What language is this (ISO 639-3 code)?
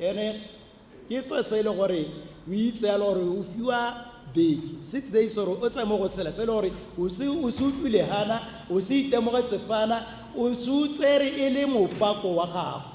tsn